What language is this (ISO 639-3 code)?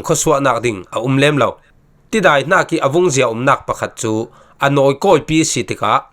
cfm